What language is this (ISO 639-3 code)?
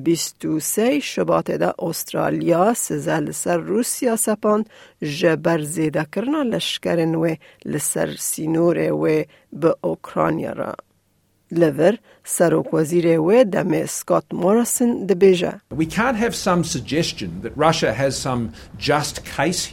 kur